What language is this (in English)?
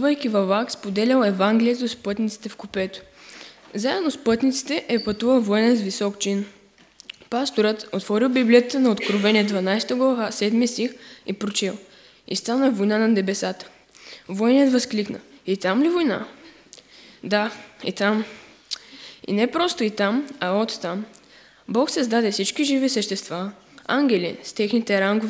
Bulgarian